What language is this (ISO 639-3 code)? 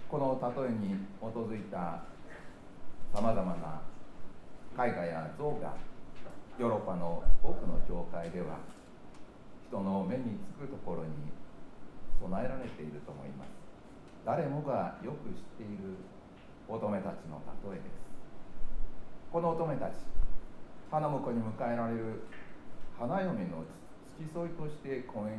jpn